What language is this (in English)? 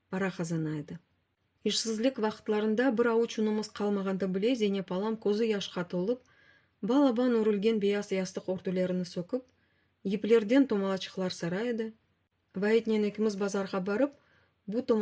Crimean Tatar